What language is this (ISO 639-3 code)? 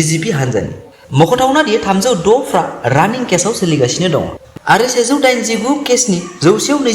brx